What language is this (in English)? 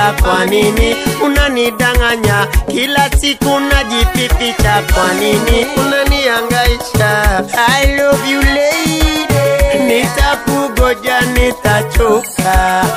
Swahili